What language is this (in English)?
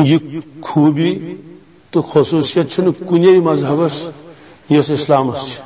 Kashmiri